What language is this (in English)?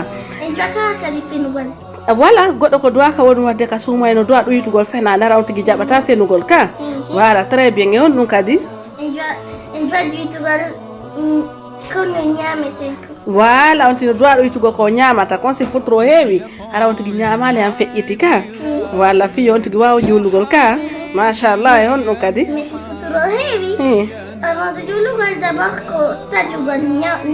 Fula